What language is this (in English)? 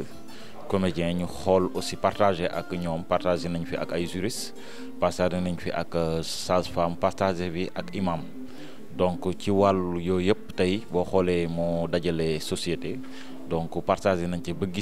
Wolof